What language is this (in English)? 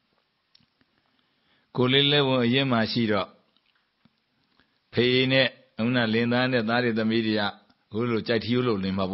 Burmese